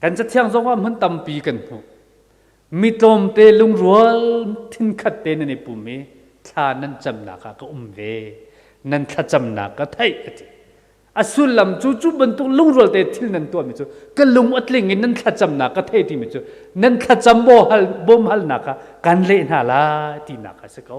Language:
Hakha Chin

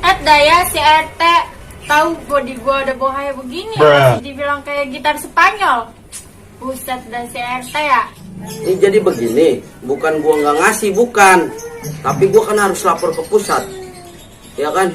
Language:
Betawi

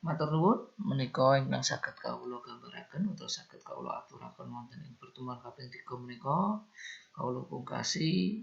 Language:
Javanese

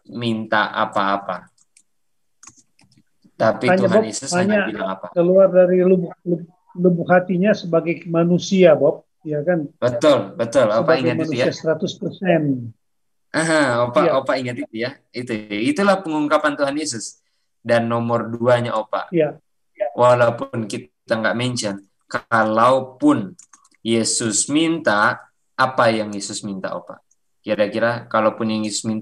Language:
Indonesian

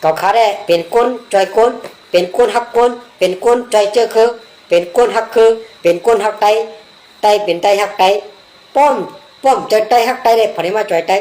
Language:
Shan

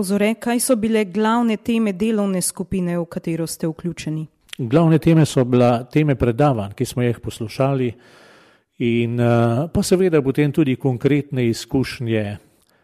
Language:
Slovenian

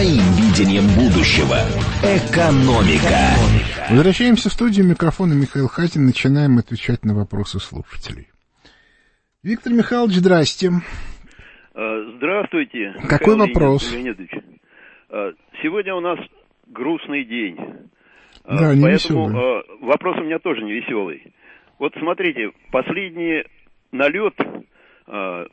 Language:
Russian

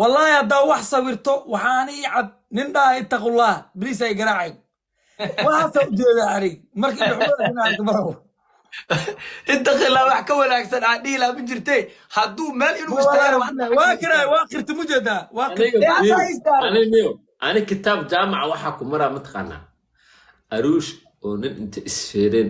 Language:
Somali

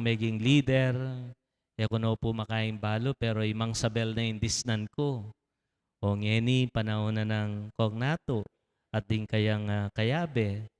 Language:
Pampanga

